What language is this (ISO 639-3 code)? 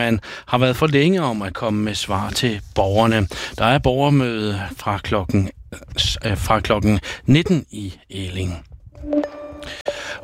dan